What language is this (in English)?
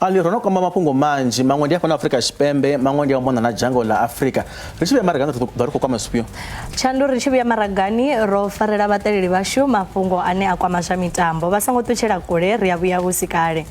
Venda